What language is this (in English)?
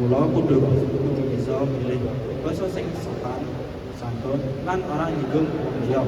Javanese